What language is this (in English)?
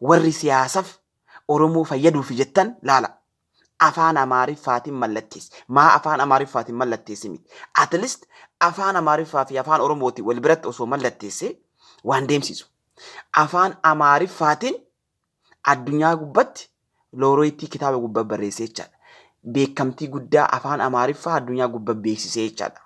Oromo